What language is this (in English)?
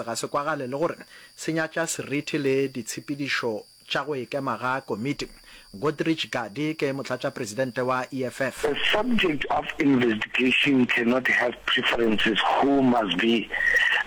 Northern Sotho